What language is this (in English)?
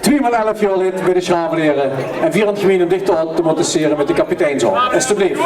Limburgish